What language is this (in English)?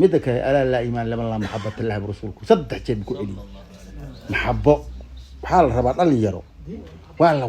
Somali